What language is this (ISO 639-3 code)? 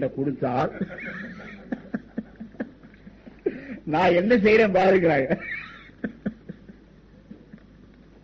tam